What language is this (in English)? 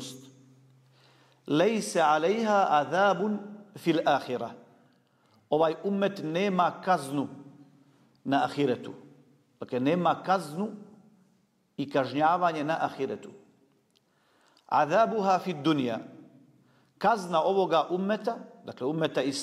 Bosnian